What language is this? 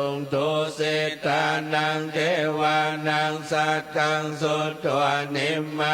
Pali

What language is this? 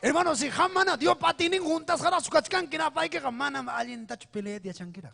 Ayacucho Quechua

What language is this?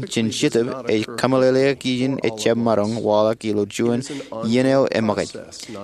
Marshallese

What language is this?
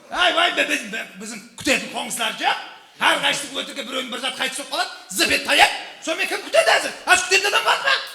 Kara-Kalpak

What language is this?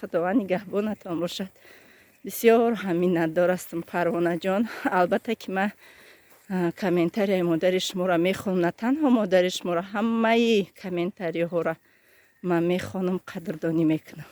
Tajik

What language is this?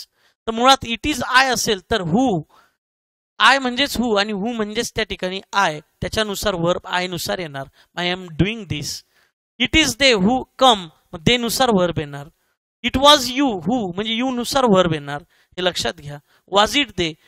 Marathi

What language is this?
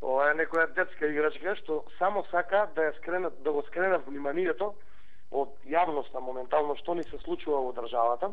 Macedonian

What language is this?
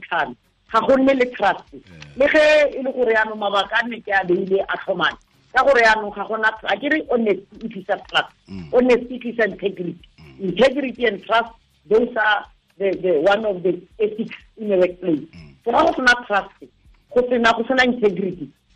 Tswana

